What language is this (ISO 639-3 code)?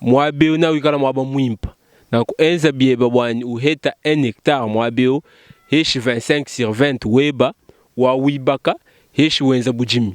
lua